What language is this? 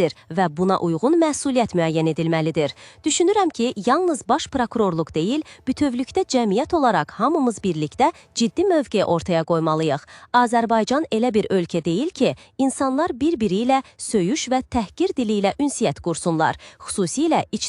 Azerbaijani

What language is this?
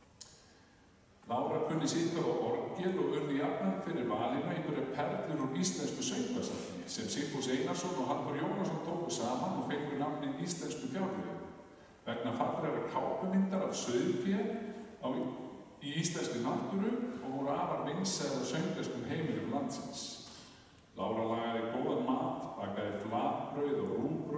Icelandic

